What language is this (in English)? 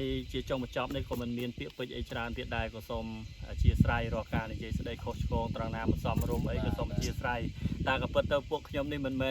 Khmer